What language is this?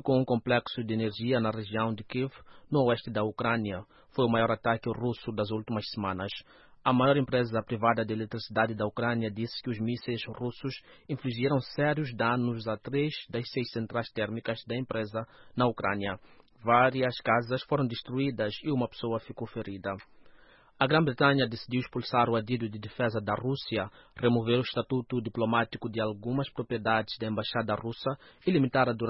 Portuguese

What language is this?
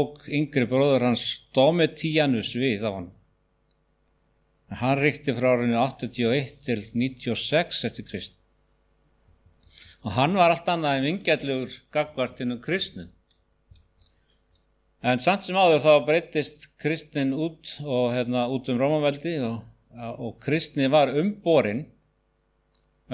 Icelandic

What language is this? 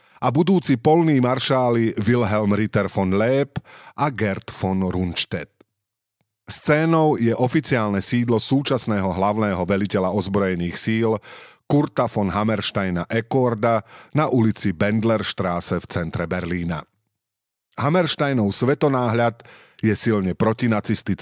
Slovak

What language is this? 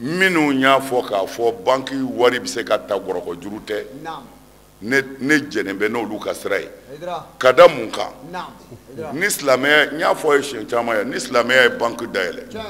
Bambara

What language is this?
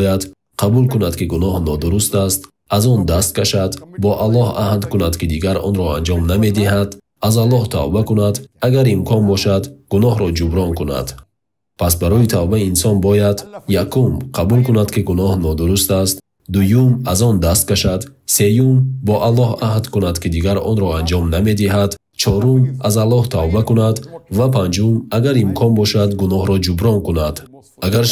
Tajik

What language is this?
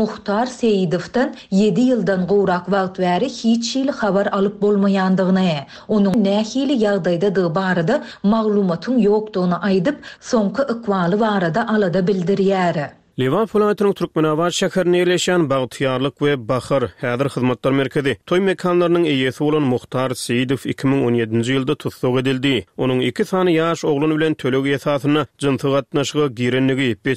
Turkmen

